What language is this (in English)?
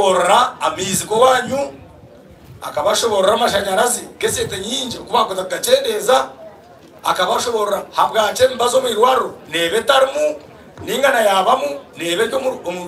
Nyankole